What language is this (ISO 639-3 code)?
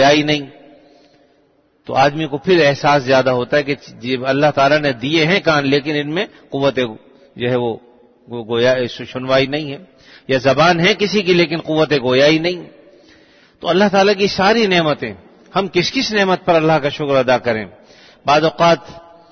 urd